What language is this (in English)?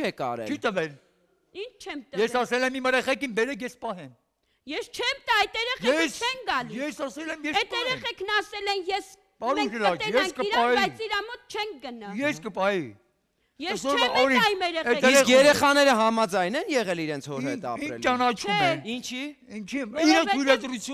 Armenian